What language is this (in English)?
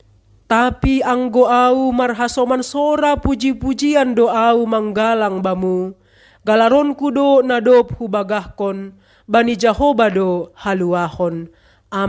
Batak Simalungun